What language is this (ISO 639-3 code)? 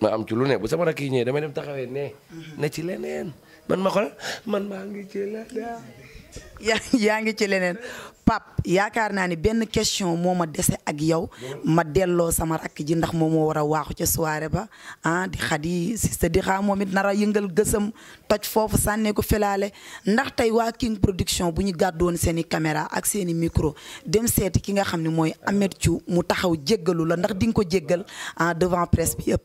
wol